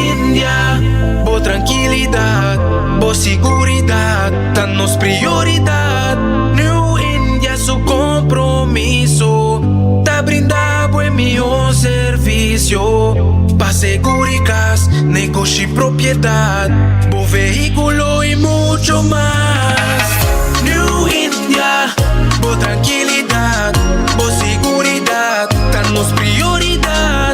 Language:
Papiamento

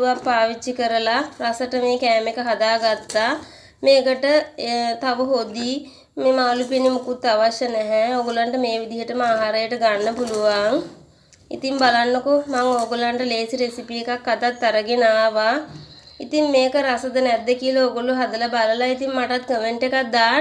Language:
Sinhala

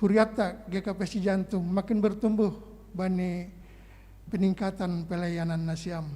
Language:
Batak Simalungun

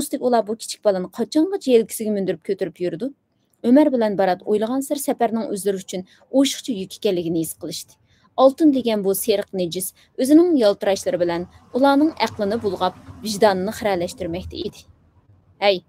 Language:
Uyghur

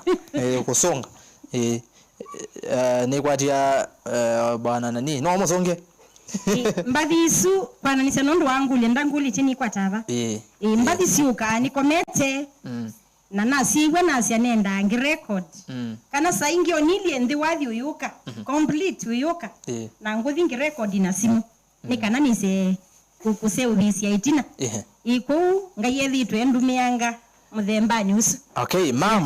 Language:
Kamba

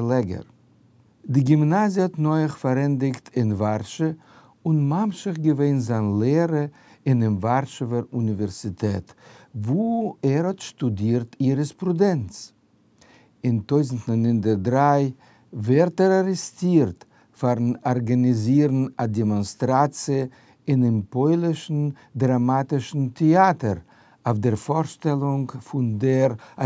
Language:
Yiddish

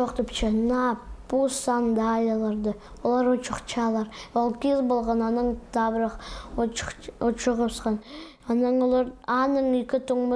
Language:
Khakas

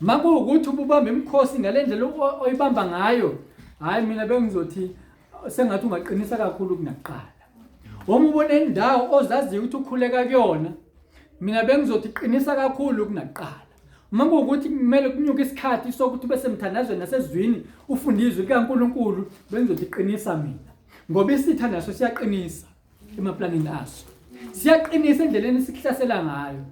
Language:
Zulu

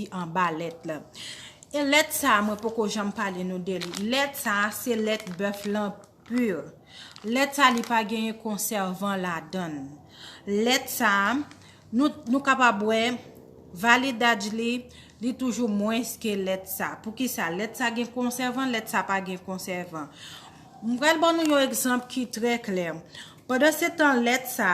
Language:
Haitian Creole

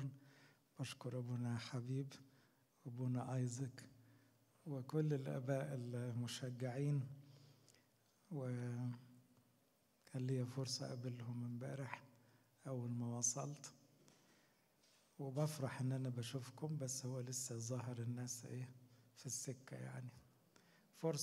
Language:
Egyptian Arabic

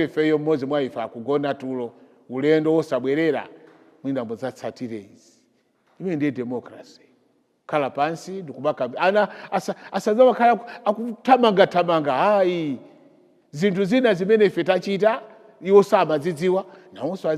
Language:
Nyanja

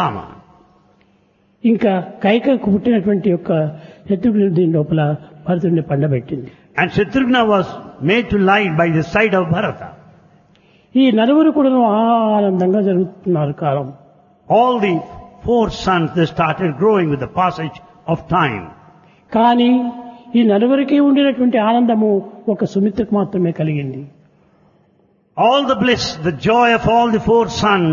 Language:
Telugu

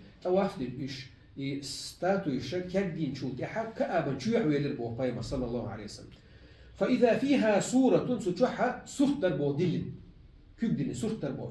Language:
Chechen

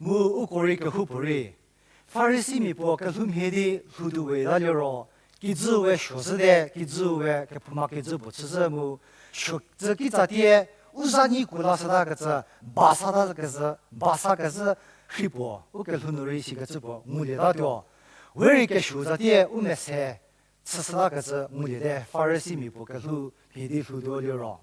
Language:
Angami Naga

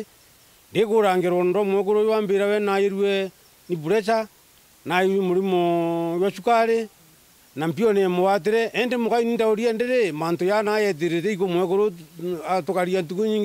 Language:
Meru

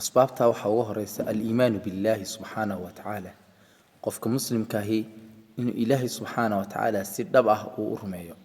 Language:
Somali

